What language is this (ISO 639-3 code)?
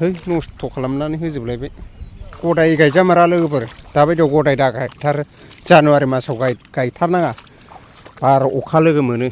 brx